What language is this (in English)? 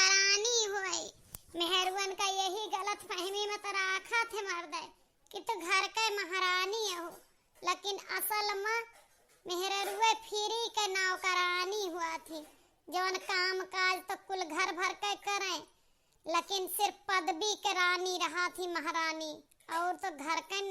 Awadhi